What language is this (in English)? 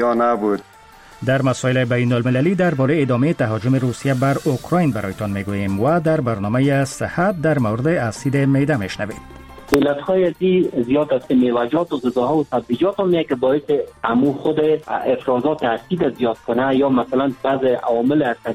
Persian